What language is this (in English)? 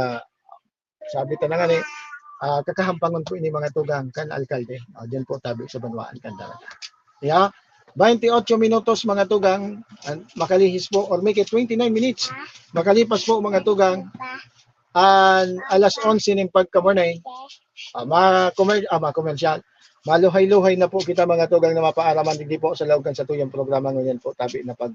Bikol